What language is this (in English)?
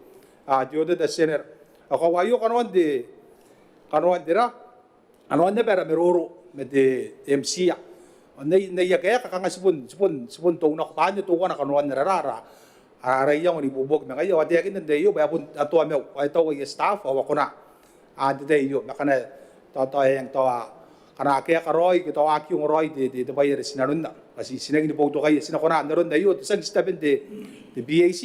Gilbertese